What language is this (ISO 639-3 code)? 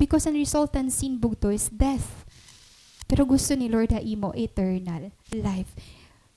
war